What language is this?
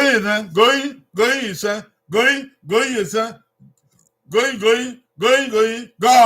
Bini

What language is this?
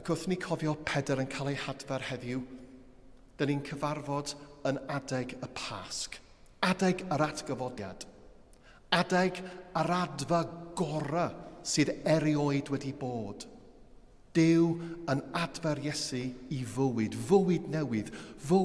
Welsh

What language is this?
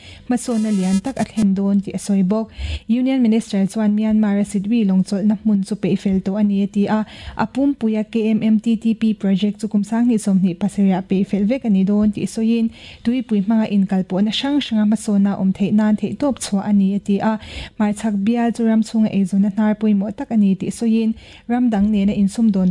Mizo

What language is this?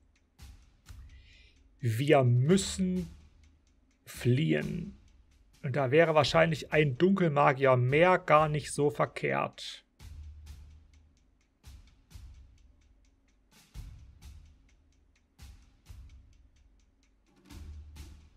German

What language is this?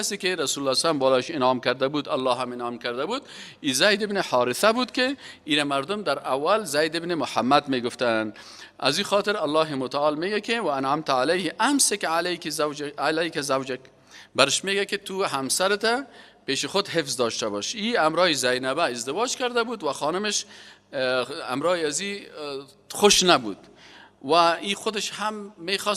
Persian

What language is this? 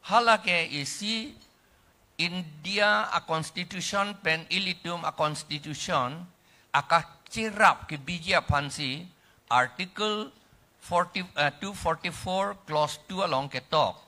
Karbi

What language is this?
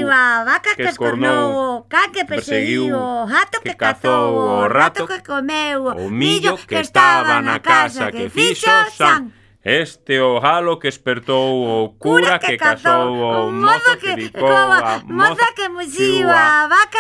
Galician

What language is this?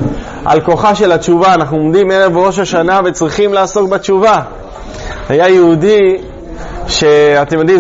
Hebrew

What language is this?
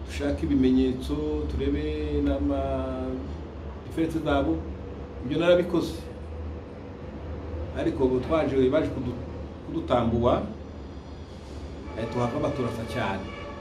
Kinyarwanda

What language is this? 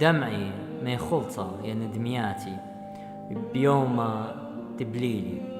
Assyrian Neo-Aramaic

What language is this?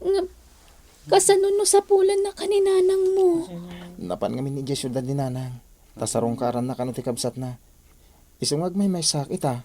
Iloko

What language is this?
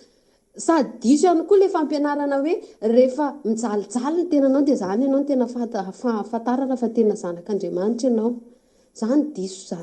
Malagasy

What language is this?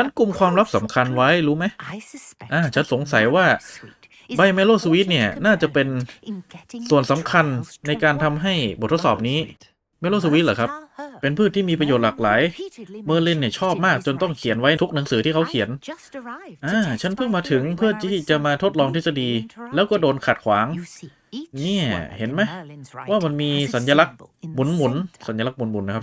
Thai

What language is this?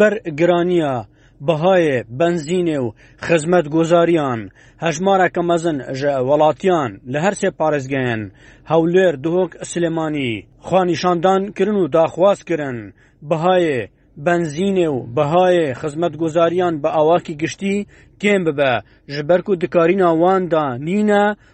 Kurdish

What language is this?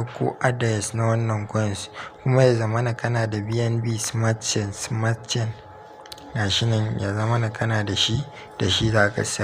Hausa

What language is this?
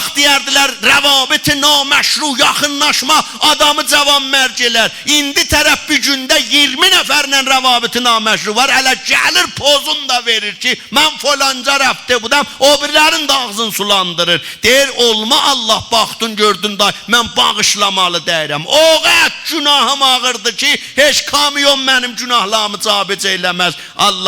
South Azerbaijani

